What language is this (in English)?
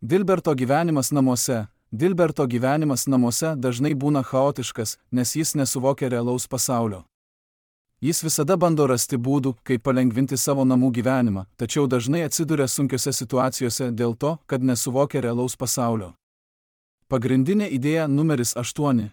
Lithuanian